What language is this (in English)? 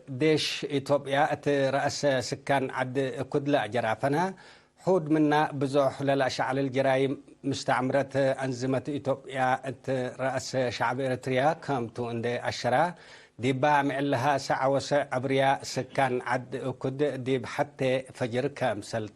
Tigre